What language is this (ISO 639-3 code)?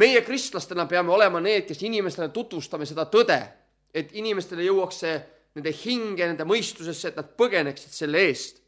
est